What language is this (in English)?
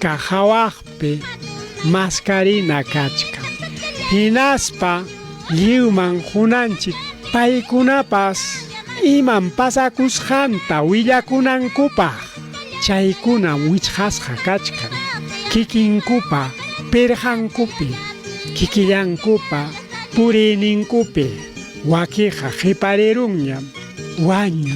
Ayacucho Quechua